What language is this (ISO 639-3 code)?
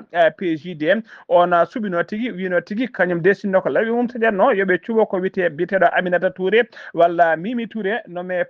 ful